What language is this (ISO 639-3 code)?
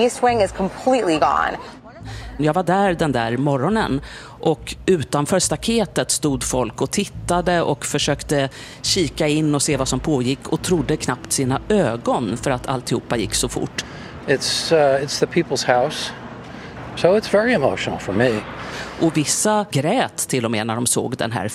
swe